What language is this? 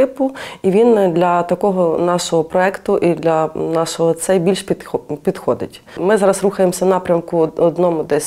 Ukrainian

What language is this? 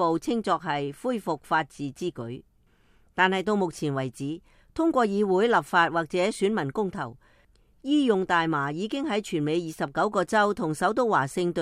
Cantonese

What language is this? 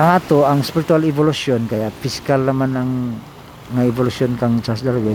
Cebuano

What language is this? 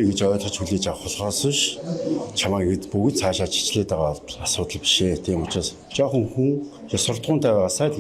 Mongolian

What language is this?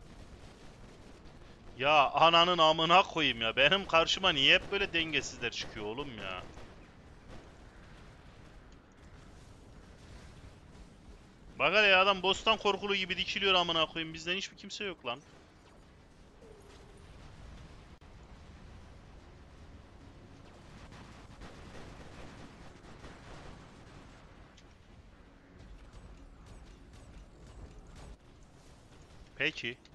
Turkish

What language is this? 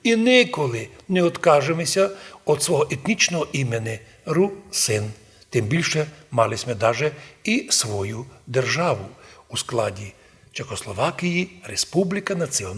Rusyn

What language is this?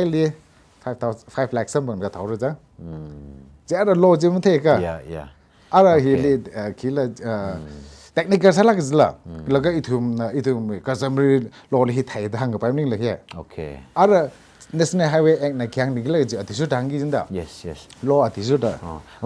Tangkhul Naga (India)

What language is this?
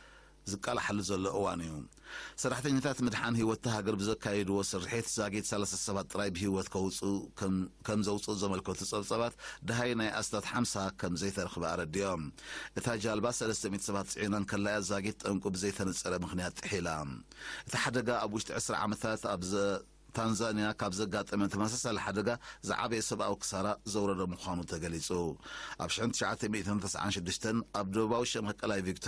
Tigrinya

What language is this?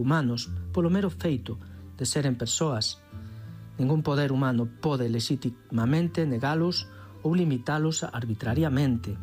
Galician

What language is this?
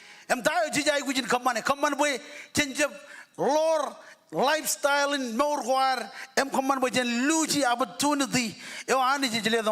Marshallese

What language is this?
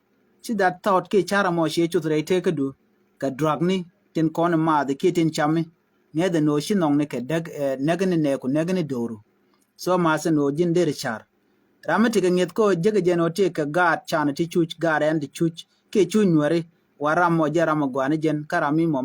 Nuer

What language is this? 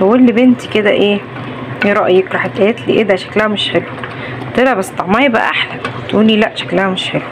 Egyptian Arabic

